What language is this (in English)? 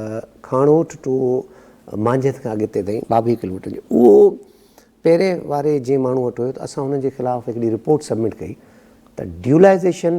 Sindhi